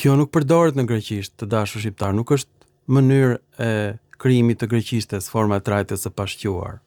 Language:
Albanian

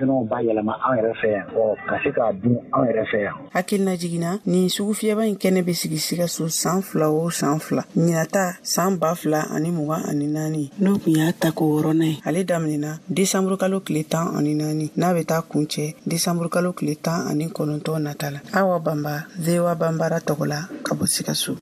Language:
Bambara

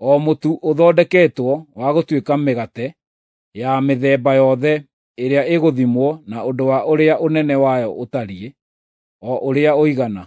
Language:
Kikuyu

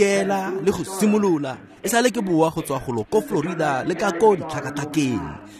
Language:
Tswana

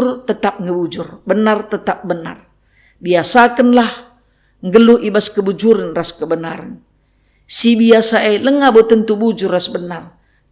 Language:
Batak Karo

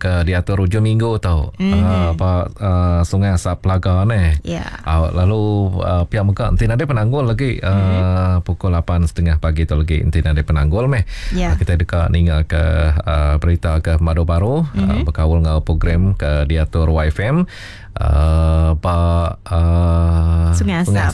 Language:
Iban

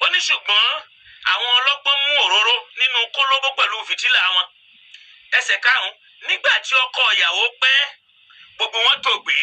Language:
Yoruba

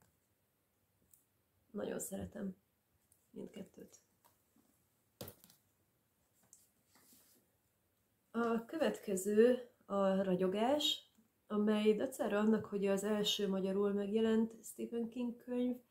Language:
Hungarian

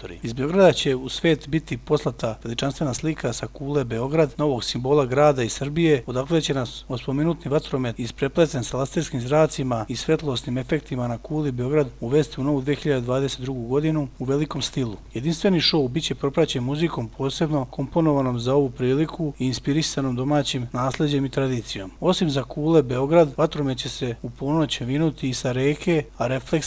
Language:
Serbian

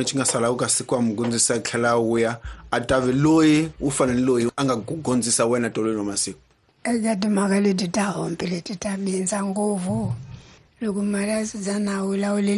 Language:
Tsonga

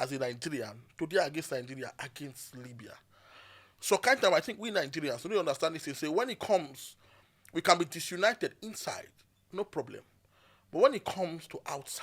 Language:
Nigerian Pidgin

